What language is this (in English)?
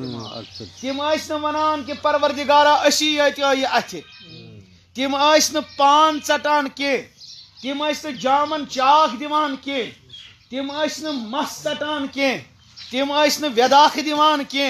Kashmiri